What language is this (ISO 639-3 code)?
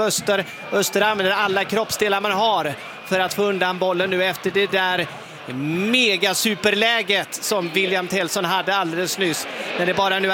swe